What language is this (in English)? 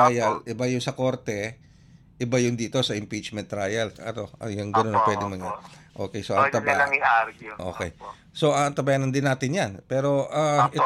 Filipino